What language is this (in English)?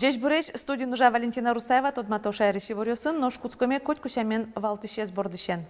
Udmurt